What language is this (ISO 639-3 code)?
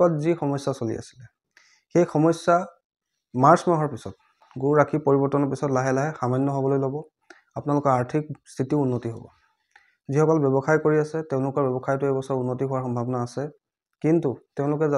asm